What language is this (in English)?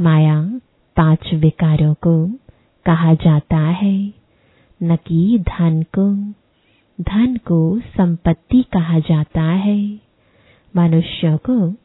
Hindi